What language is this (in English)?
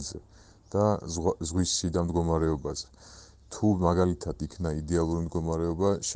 Georgian